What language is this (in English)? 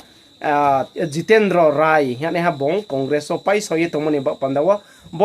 Riang (India)